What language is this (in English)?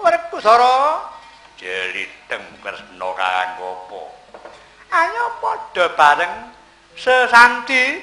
Javanese